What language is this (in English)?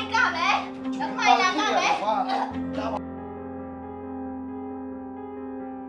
Burmese